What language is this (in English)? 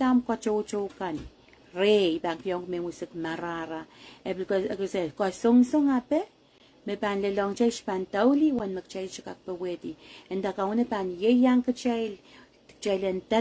Pohnpeian